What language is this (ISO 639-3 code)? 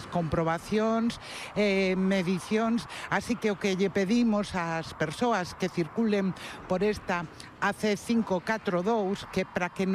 glg